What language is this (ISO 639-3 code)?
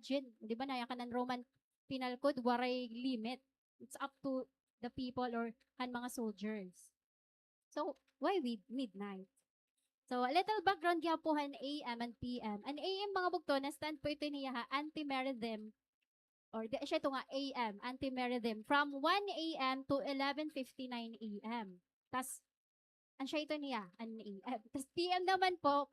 war